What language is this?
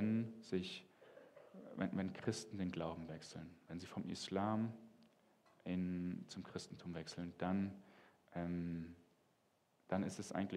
Swiss German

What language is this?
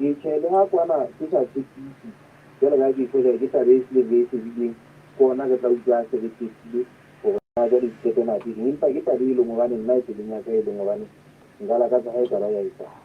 Southern Sotho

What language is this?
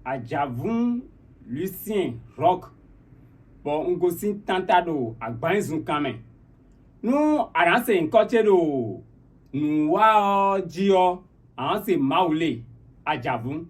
Fon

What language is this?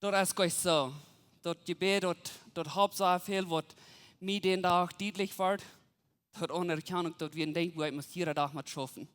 Plautdietsch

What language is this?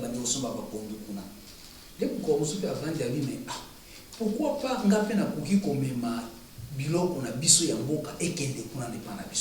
Lingala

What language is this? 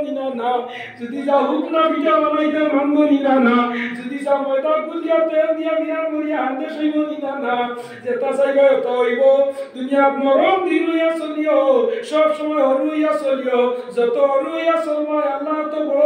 Sylheti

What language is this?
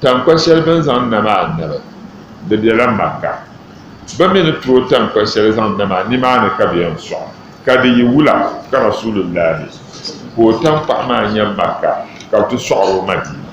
Dagbani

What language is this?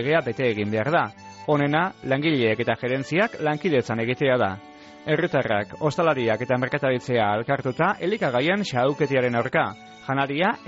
Basque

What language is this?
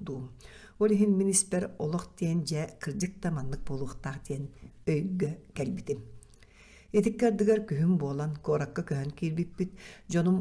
Yakut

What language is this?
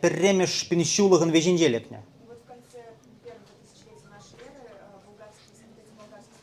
Chuvash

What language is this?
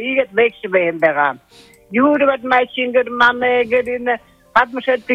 Buriat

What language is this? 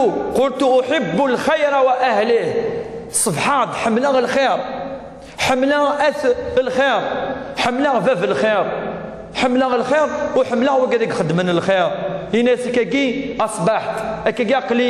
Kabyle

